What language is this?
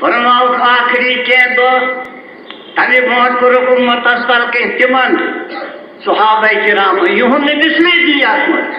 Kashmiri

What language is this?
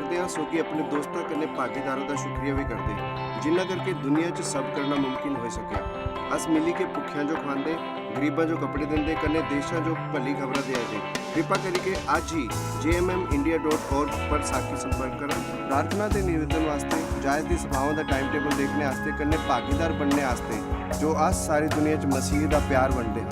Dogri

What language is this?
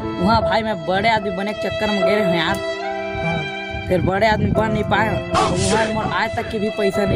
Chhattisgarhi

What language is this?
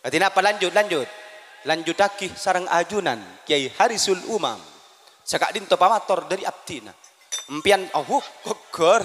Madurese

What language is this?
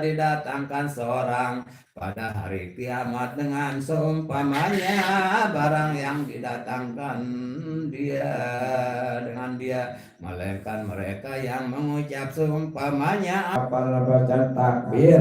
Sasak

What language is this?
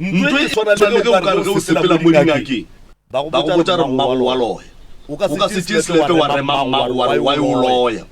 Northern Sotho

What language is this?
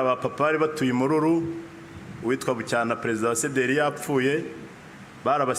Kinyarwanda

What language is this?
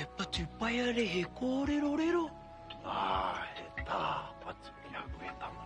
Māori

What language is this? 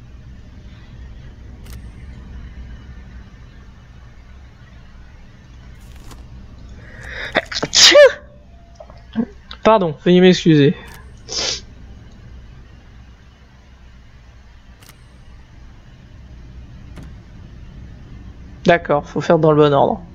French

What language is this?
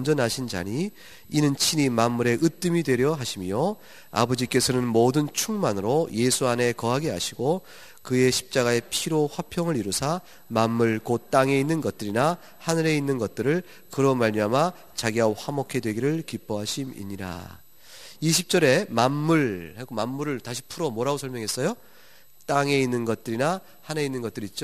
Korean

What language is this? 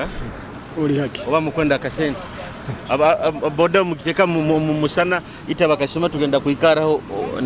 Nyoro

